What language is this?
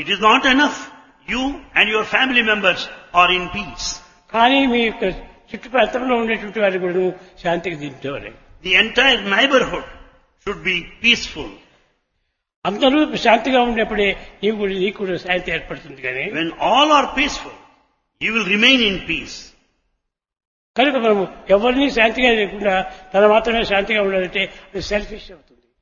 Telugu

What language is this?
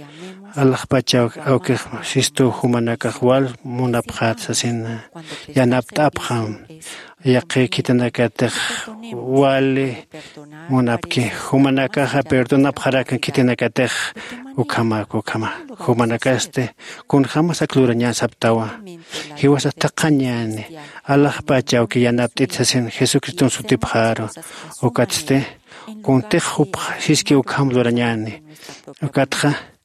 Aymara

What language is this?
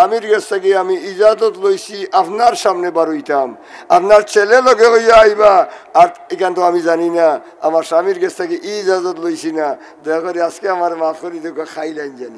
Sylheti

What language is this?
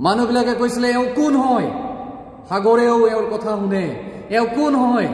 Assamese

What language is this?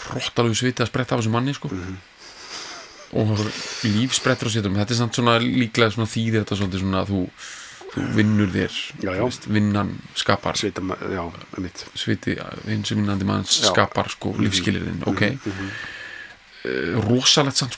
Icelandic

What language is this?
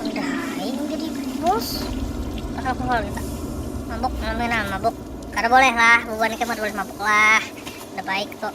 Banjar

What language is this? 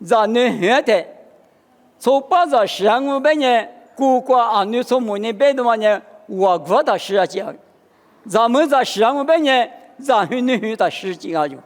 Lisu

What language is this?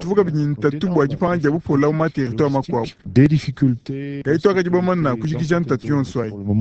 Luba-Lulua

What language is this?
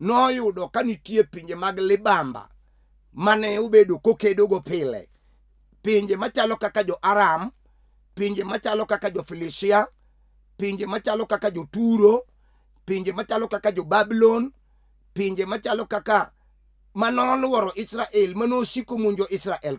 Luo (Kenya and Tanzania)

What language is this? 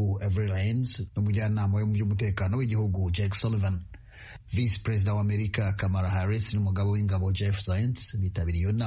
Kinyarwanda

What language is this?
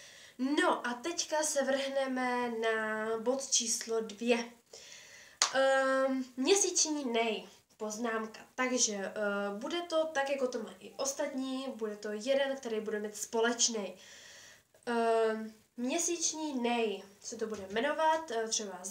Czech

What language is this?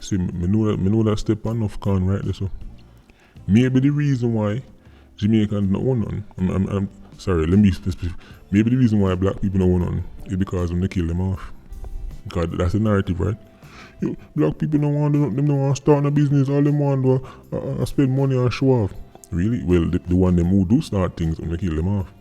Jamaican Creole English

